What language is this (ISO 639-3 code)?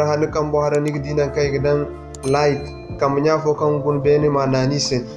dje